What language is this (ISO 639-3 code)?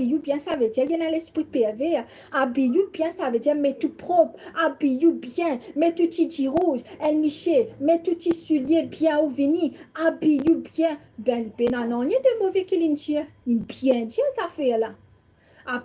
mfe